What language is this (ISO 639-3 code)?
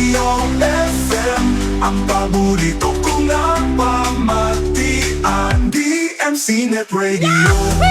hil